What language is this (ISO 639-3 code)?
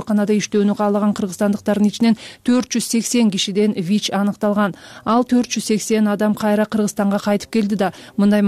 kir